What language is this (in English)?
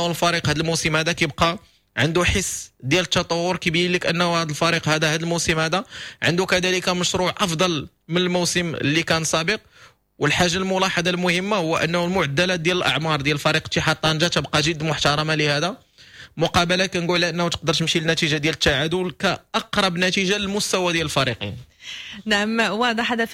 Moroccan Arabic